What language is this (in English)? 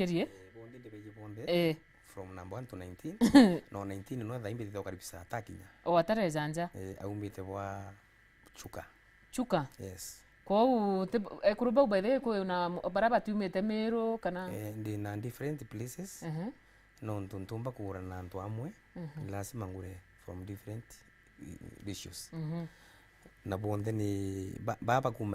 Meru